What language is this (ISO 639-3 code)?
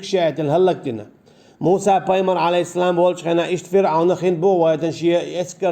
che